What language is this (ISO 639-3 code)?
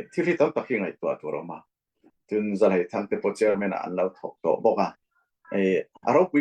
cfm